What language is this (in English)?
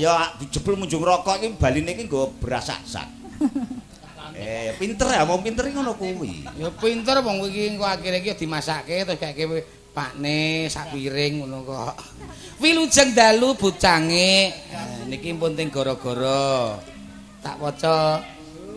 Javanese